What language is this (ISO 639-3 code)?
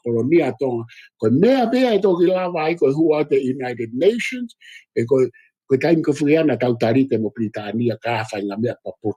ton